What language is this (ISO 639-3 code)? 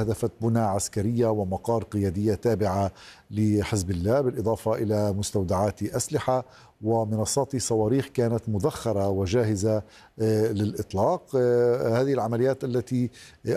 ara